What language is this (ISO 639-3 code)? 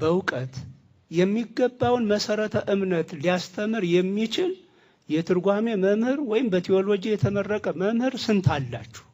amh